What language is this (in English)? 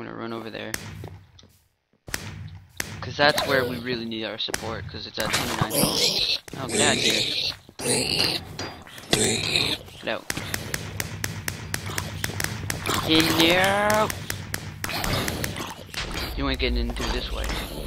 English